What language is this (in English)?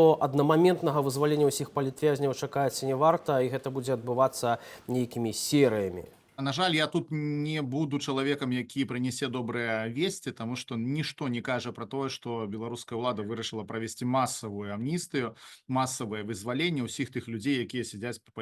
Belarusian